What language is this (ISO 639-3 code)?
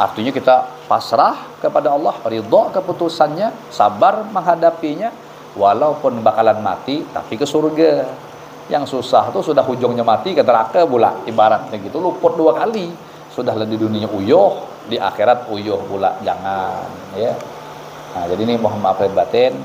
bjn